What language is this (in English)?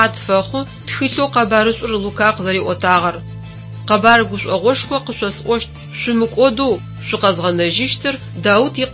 Adyghe